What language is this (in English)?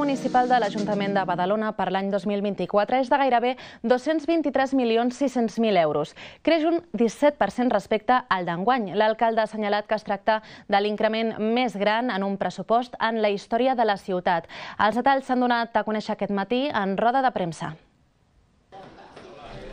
Catalan